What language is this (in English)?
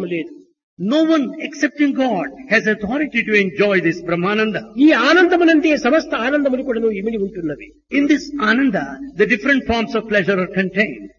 Telugu